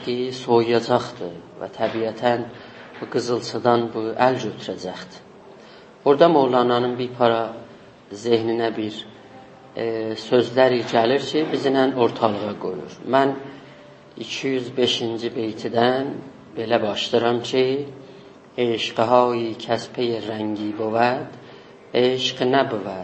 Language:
South Azerbaijani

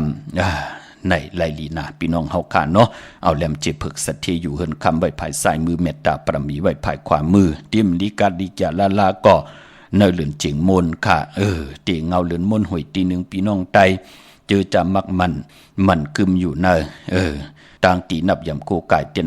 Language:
Shan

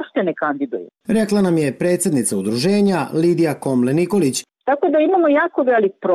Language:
Bosnian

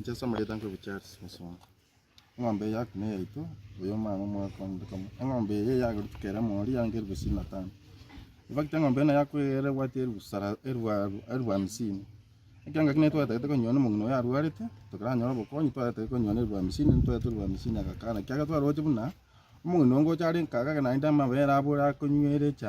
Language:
Gusii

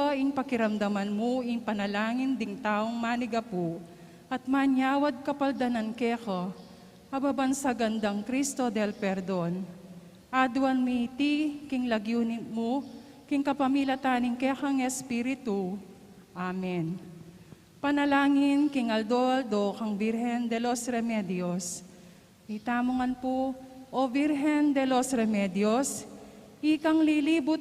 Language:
Pampanga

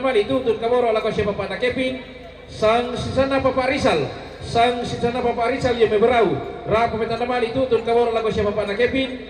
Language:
Toraja-Sa'dan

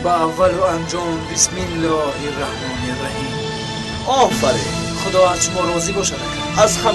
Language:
Tajik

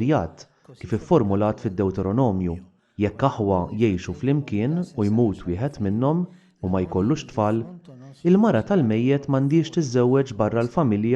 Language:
Maltese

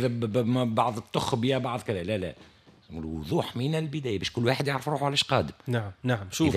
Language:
Tunisian Arabic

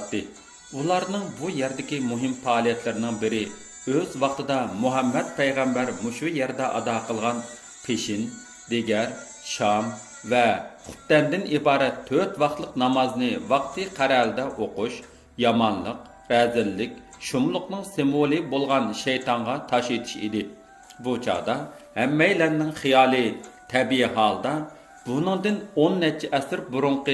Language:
Uyghur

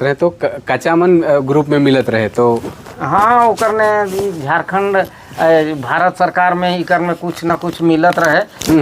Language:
Sadri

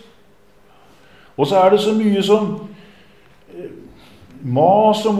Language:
Norwegian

